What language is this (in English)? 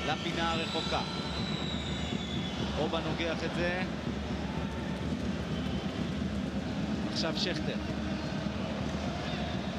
Hebrew